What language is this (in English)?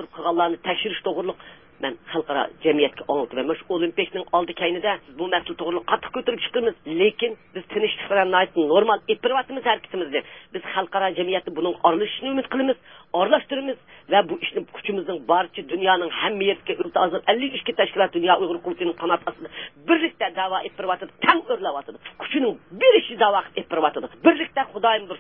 Uyghur